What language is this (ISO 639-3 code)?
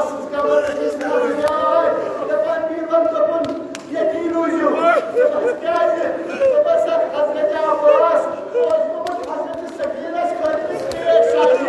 kas